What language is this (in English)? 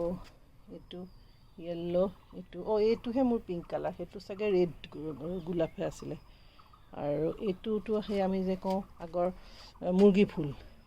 Assamese